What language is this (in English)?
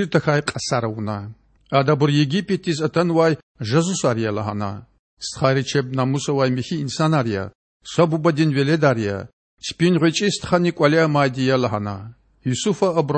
Lezghian